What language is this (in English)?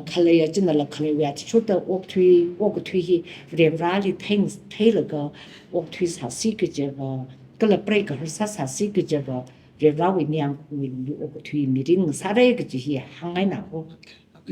Tangkhul Naga (India)